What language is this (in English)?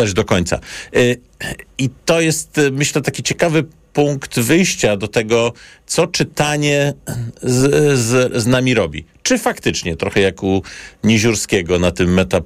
Polish